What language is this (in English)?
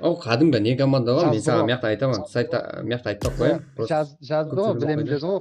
Kara-Kalpak